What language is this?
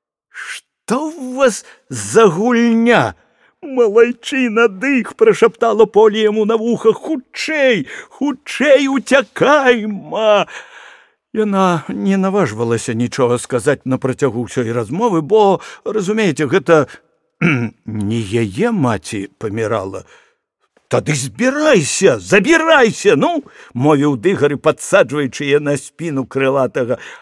Belarusian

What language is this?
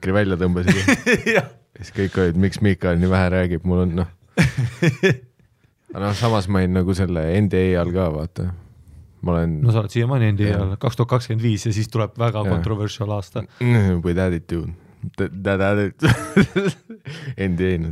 Estonian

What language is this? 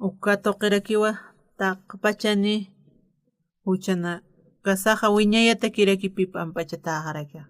Aymara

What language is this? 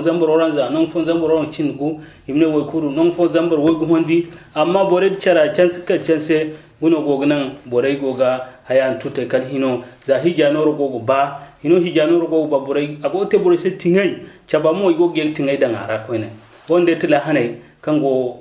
Zarma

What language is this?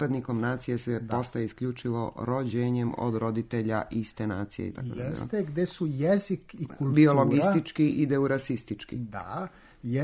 Serbian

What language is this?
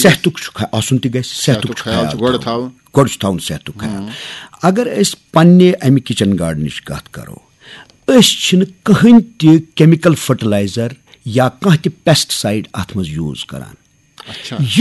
Kashmiri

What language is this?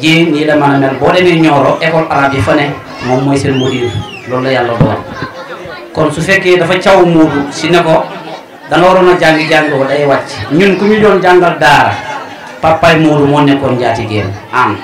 Wolof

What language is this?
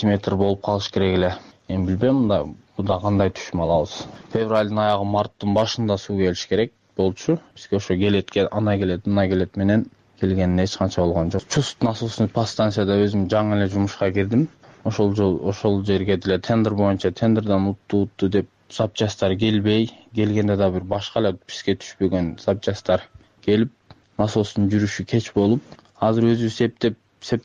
Kyrgyz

